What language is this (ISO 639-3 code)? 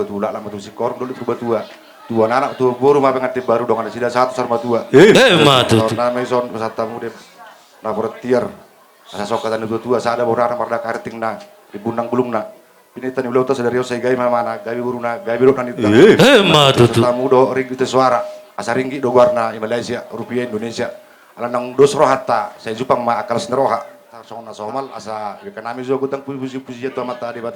bbc